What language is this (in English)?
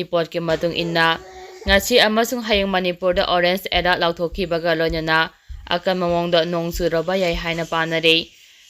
Manipuri